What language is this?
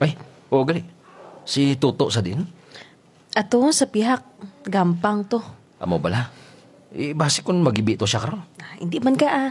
Hiligaynon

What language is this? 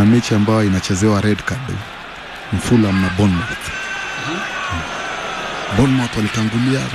Swahili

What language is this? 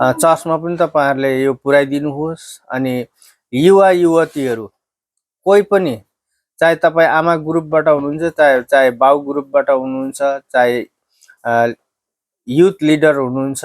Nepali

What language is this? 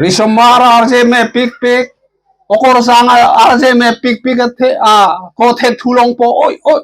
Karbi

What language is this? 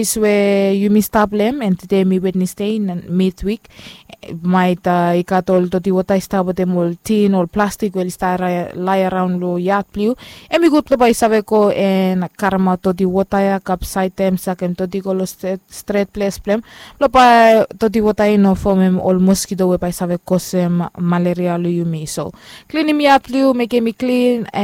Bislama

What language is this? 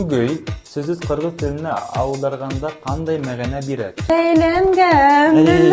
Bashkir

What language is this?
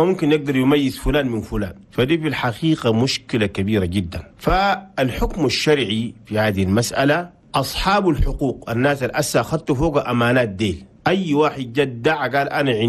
Chadian Arabic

